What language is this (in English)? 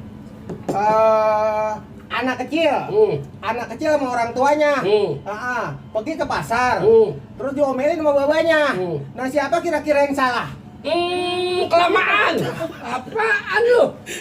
Betawi